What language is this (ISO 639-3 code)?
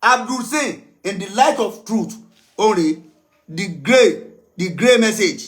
yor